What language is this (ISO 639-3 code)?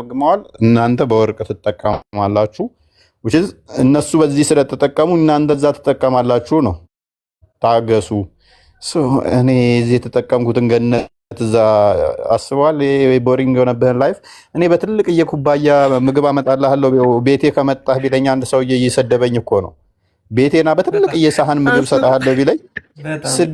amh